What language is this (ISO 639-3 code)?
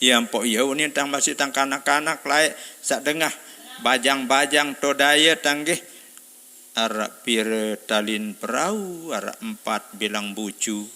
sas